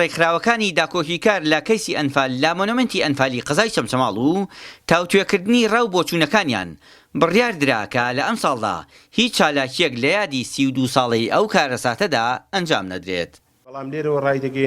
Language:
Central Kurdish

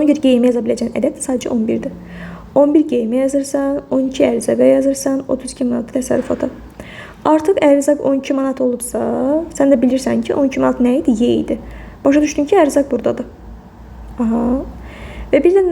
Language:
Azerbaijani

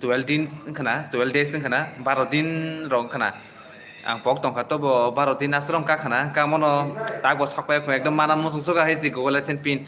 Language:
Kok Borok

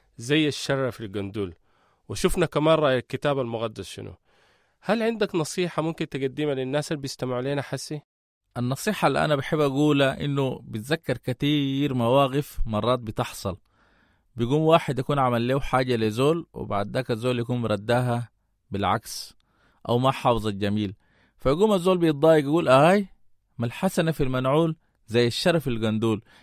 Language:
Sudanese Arabic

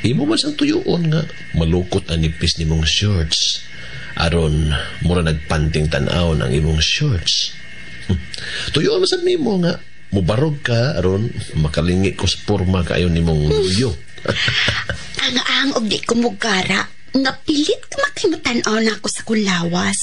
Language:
Cebuano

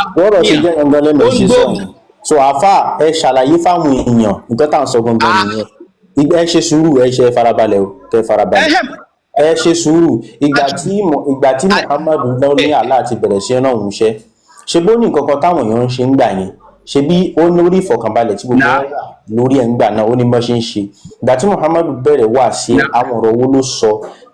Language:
Yoruba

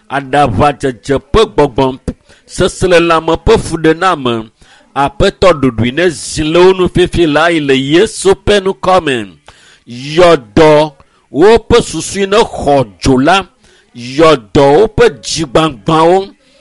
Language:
Ewe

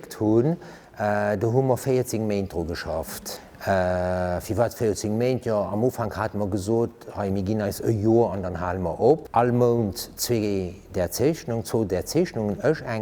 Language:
Luxembourgish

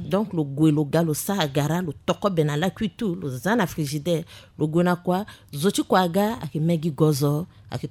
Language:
Sango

